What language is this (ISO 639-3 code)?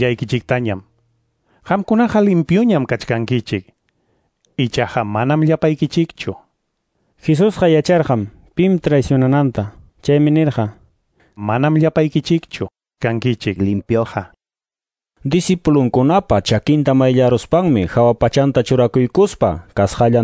que